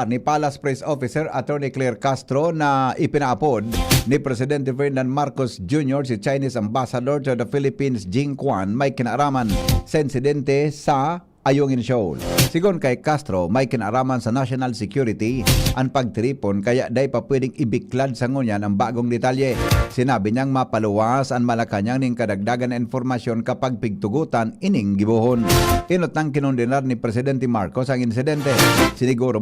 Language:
Bikol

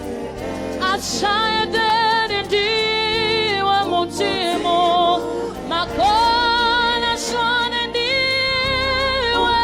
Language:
Venda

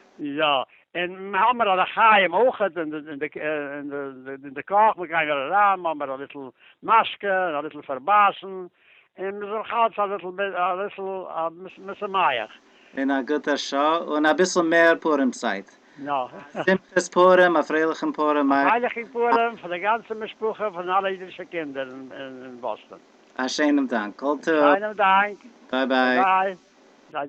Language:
Yiddish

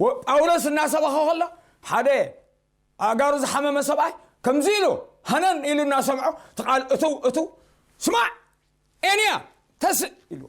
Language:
Tigrinya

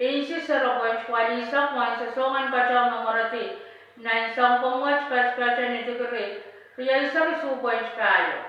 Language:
Pohnpeian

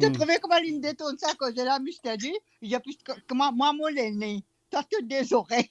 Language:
Morisyen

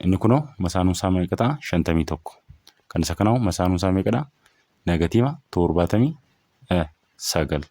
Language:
Oromo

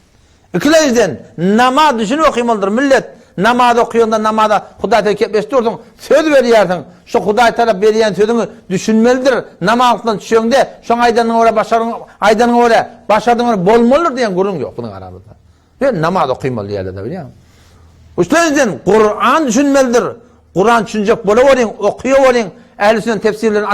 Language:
Turkmen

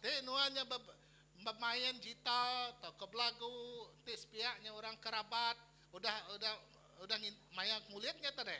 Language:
Iban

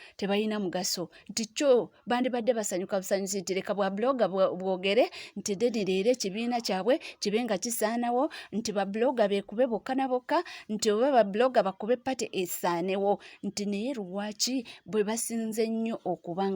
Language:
Ganda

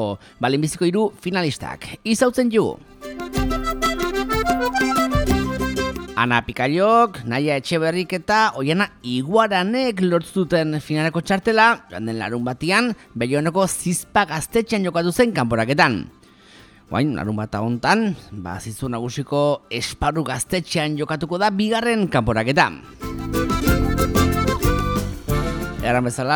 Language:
Basque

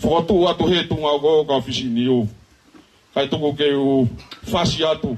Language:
Tongan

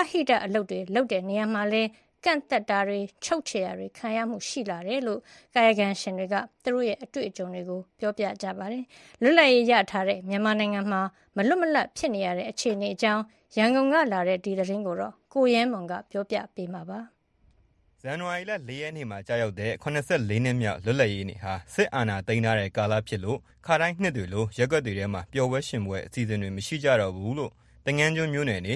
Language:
Burmese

